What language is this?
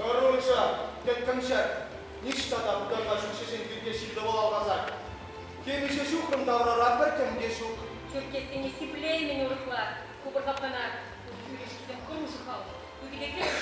Chuvash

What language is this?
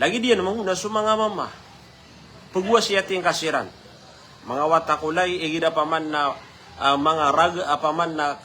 Maranao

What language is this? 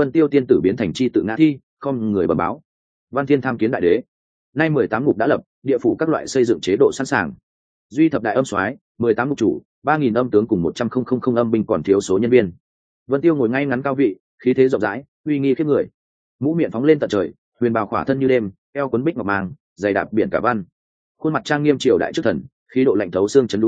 Vietnamese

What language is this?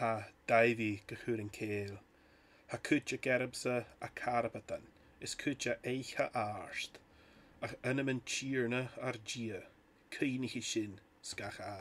Scottish Gaelic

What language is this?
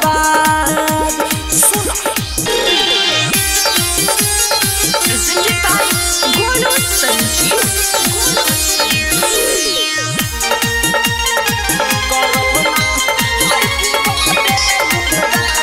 Bhojpuri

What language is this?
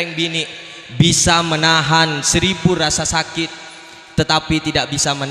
Madurese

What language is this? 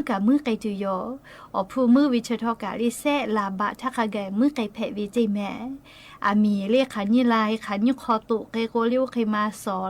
Lahu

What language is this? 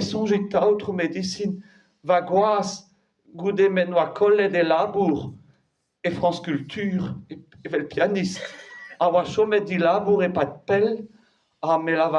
Breton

